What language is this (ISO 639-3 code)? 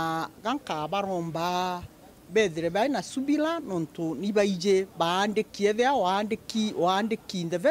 mer